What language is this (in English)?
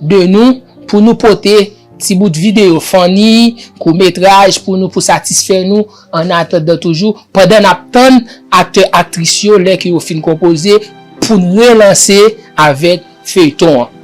Haitian Creole